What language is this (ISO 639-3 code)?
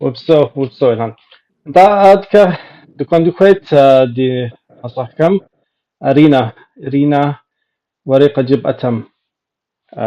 kbd